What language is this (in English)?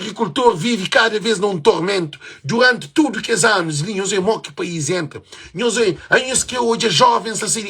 Kabuverdianu